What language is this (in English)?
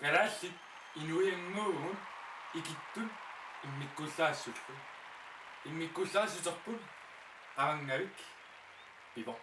Kalaallisut